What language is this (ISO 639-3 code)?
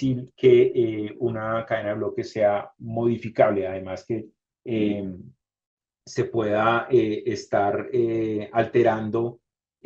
spa